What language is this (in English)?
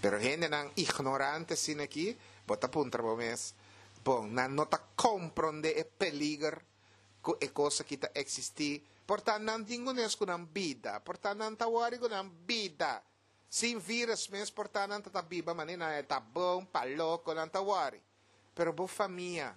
Papiamento